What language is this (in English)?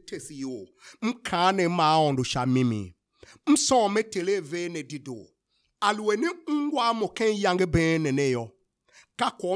Tiv